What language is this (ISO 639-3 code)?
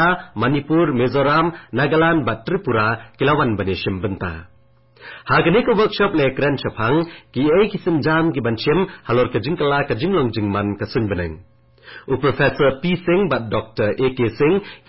kha